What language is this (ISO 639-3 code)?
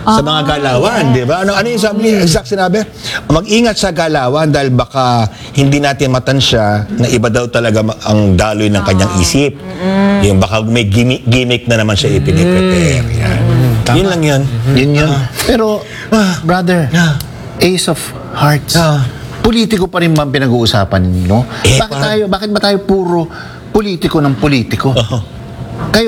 fil